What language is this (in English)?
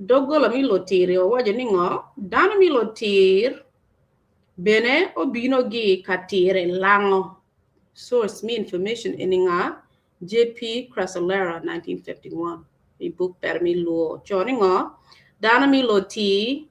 Acoli